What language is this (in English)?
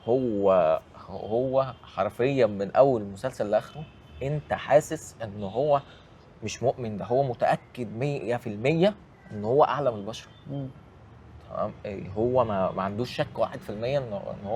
Egyptian Arabic